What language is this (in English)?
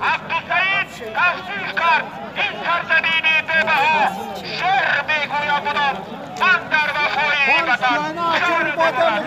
Tajik